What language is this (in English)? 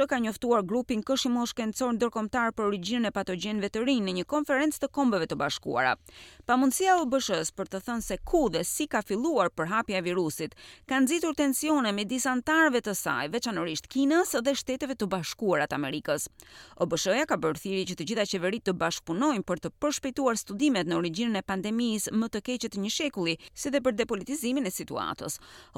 Albanian